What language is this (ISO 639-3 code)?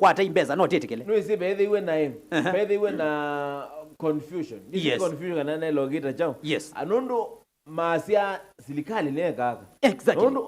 kam